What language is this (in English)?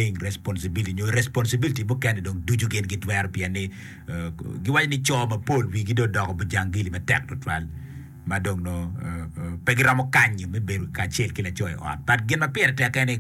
Acoli